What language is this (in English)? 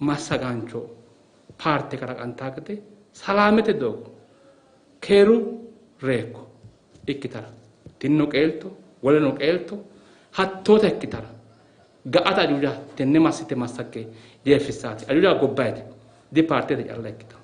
Sidamo